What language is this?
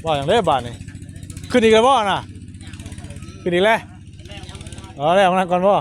Northeastern Thai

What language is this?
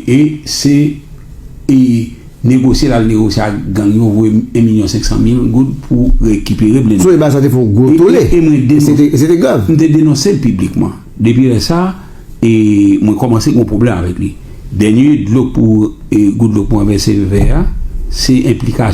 Haitian Creole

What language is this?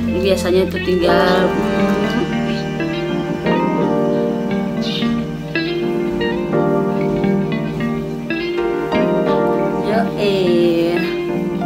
Indonesian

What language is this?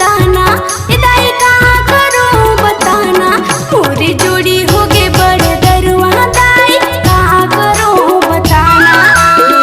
Chhattisgarhi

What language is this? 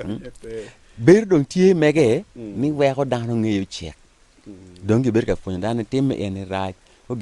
Acoli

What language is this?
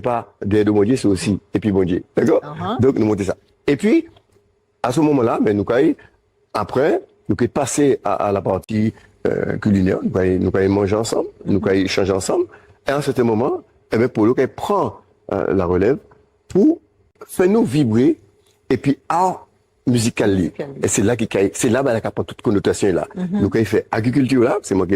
Guadeloupean Creole French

